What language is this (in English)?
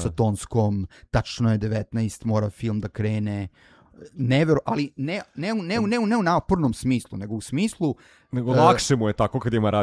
Serbian